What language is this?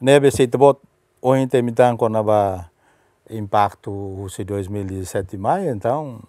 Tetum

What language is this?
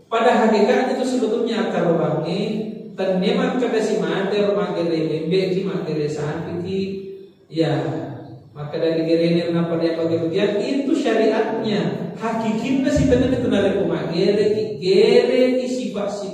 Buginese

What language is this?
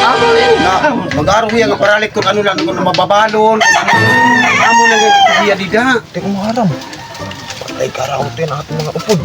Waray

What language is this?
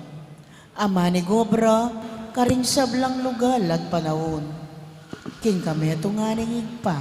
Pampanga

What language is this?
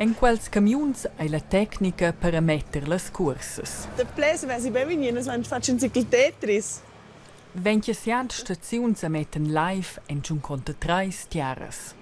Romansh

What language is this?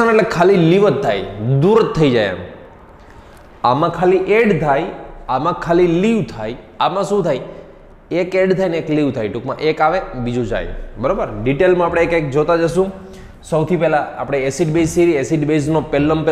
Gujarati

